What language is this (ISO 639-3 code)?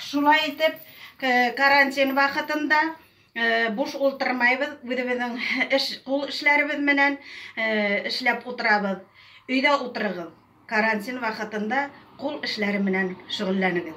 bak